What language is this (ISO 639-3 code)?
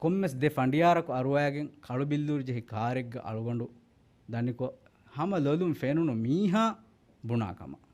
div